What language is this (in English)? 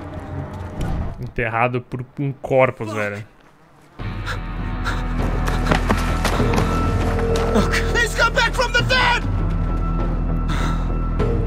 Portuguese